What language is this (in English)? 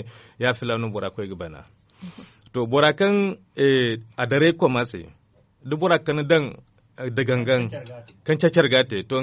Zarma